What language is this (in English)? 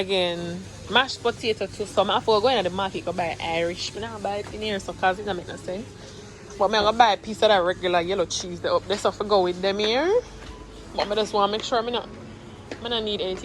Jamaican Creole English